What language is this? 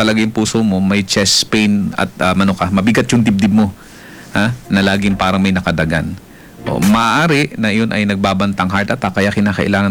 Filipino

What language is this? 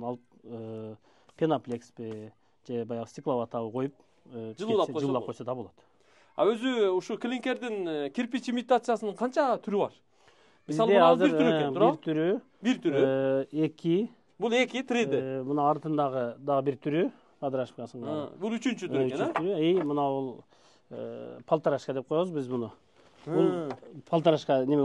Kyrgyz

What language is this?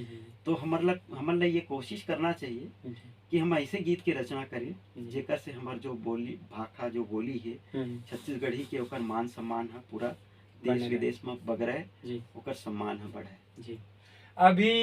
Chhattisgarhi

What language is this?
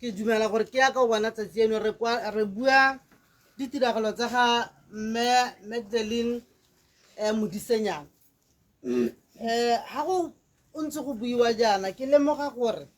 Tswana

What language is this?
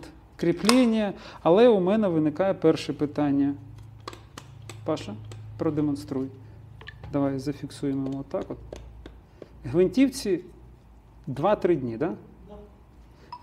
Ukrainian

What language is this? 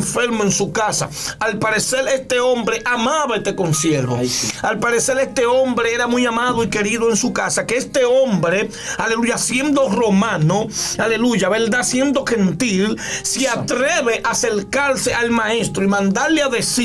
Spanish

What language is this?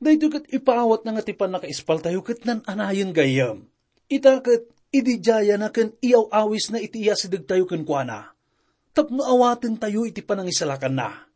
Iloko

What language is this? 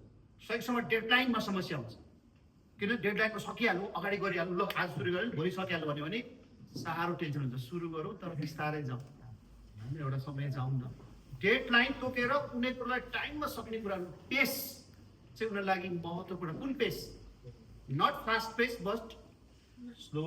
Nepali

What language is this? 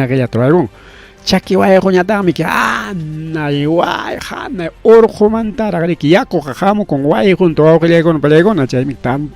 Ayacucho Quechua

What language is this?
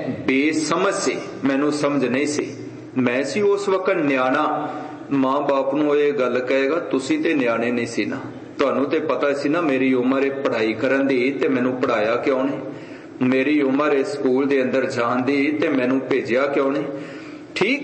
Punjabi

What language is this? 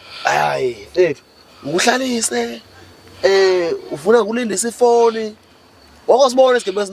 Zulu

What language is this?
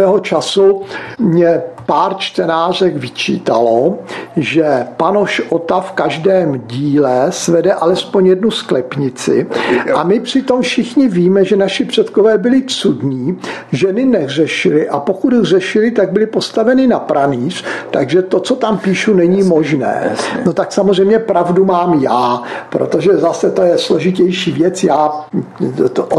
Czech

